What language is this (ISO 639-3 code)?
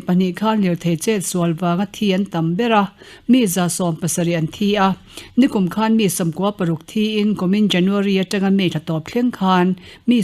lus